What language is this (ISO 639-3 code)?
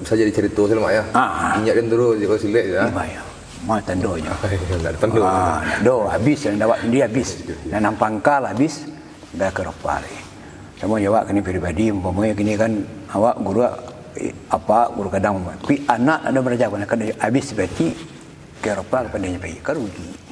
min